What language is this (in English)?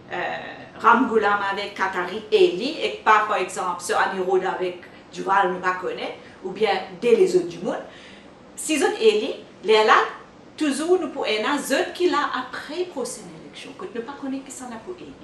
Morisyen